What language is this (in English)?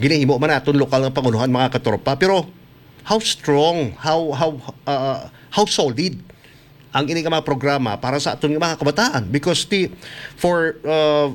Hiligaynon